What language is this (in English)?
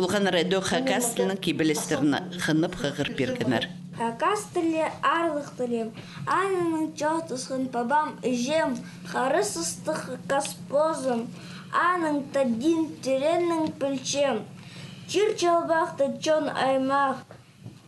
Khakas